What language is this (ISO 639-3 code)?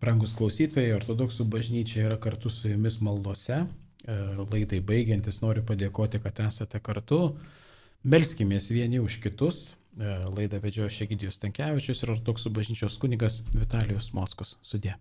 lit